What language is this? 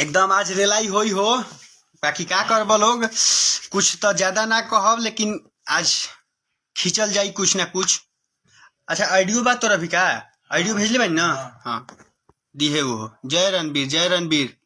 Bhojpuri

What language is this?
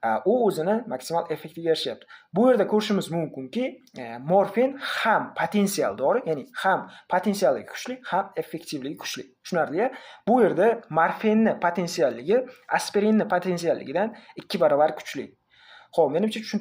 Uzbek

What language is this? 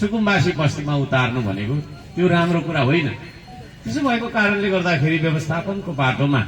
Nepali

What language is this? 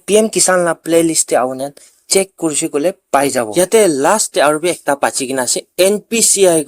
Naga Pidgin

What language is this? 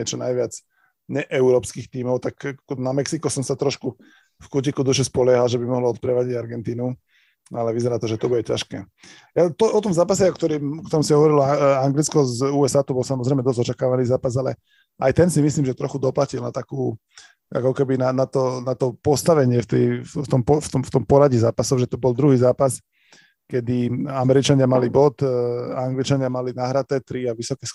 Slovak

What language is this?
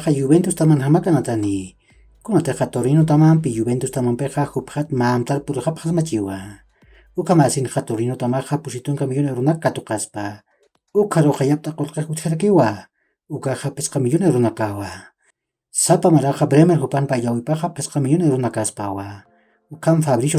Aymara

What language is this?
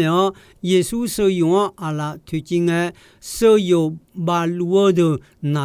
Akha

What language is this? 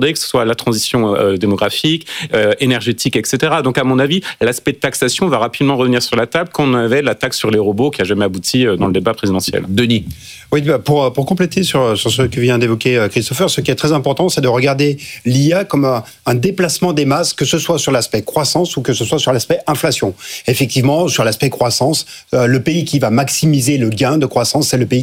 French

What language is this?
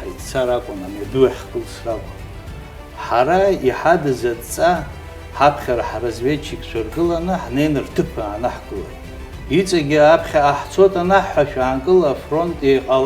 Abkhazian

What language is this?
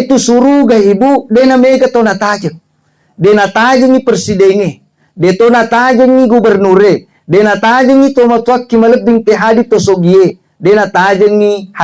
Buginese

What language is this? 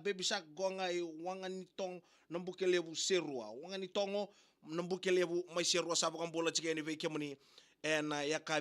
Fijian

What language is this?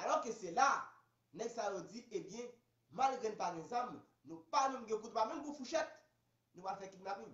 Haitian Creole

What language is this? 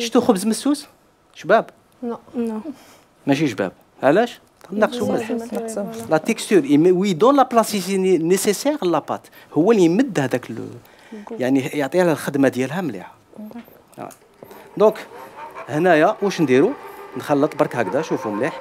Algerian Arabic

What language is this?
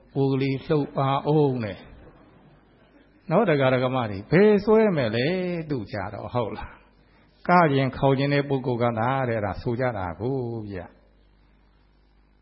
Burmese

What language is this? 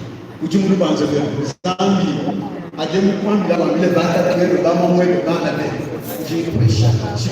Luba-Lulua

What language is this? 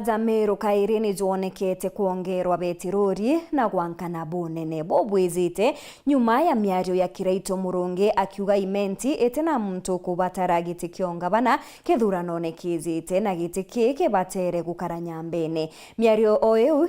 Meru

